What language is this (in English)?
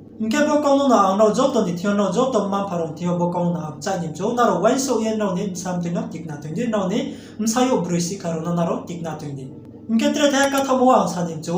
Riang (India)